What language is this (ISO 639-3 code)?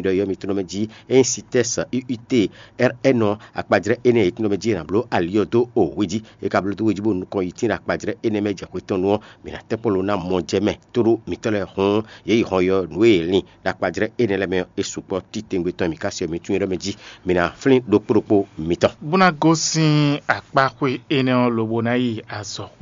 fon